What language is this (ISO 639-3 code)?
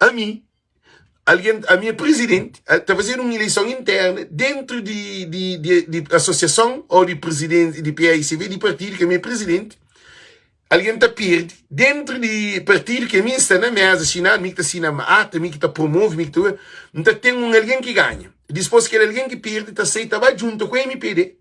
kea